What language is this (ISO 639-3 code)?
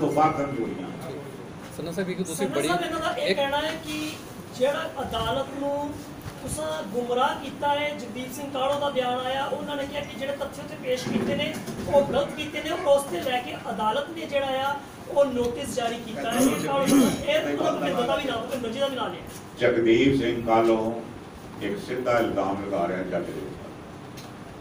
pan